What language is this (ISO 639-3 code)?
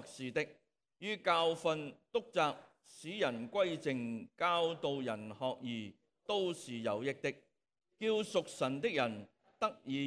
yue